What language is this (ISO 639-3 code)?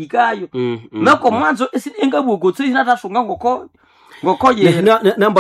nnb